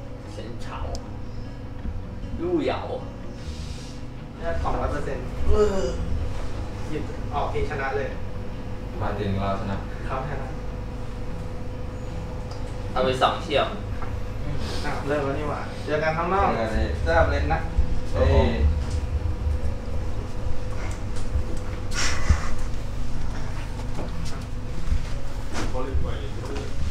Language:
Thai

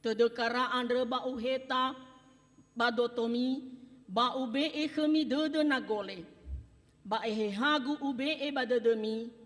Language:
Nias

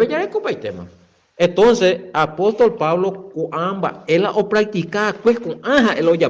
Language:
Guarani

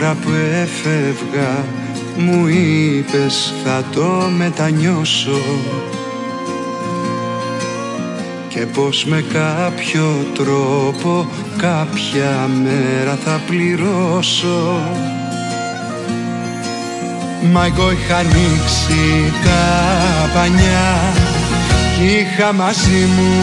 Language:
Greek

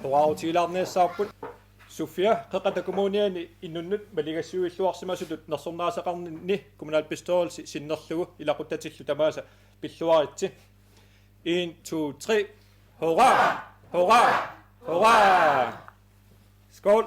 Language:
Kalaallisut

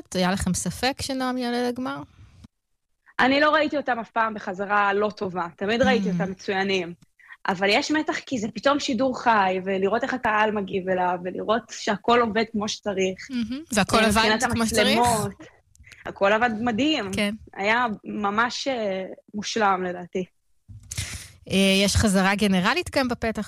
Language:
Hebrew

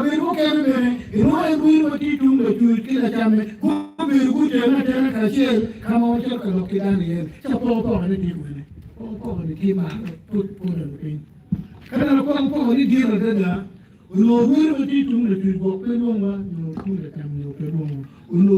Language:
Acoli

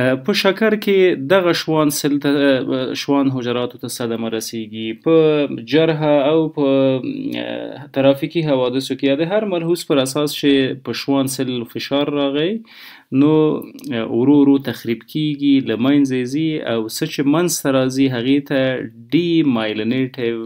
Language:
Pashto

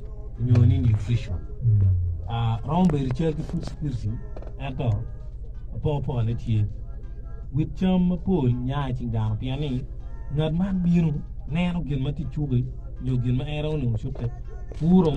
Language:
Acoli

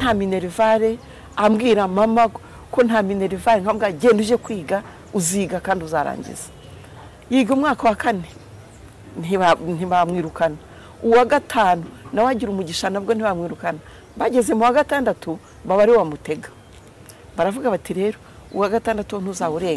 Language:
Kinyarwanda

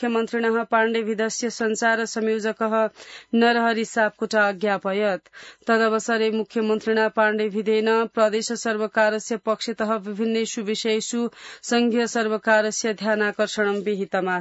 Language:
Sanskrit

